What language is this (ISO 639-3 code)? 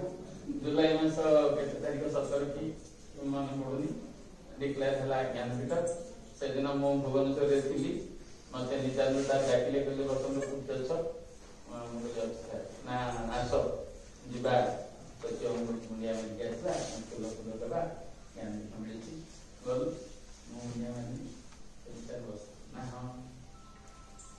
ori